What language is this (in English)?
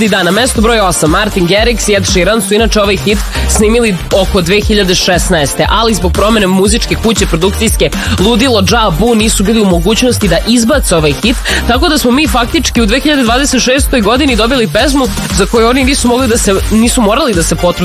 Serbian